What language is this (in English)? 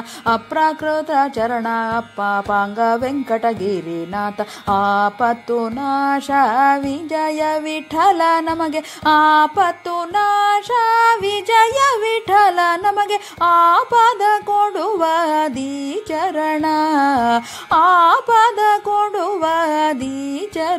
Kannada